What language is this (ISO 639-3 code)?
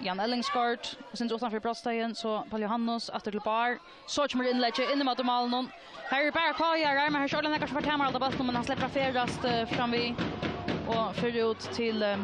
fao